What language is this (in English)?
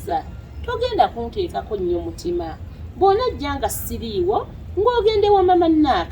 Ganda